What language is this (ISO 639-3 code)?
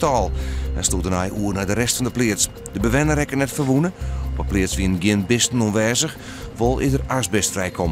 fry